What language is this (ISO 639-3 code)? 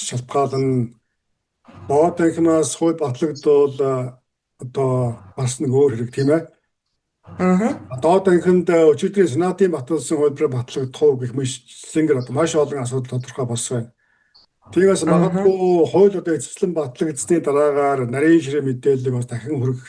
mon